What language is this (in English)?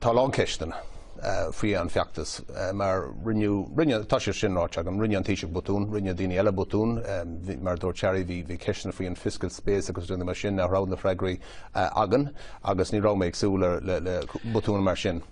Irish